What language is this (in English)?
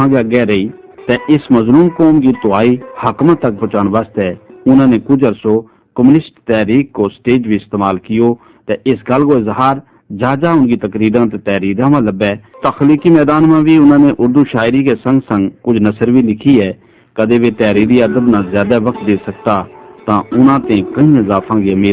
Gujari